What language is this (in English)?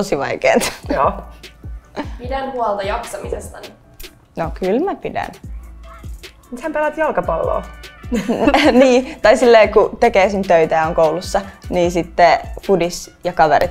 Finnish